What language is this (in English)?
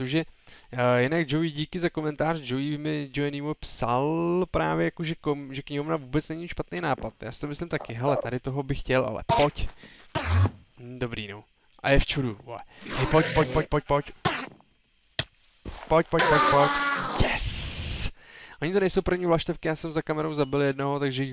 Czech